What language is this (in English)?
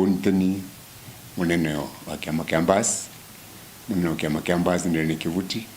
Meru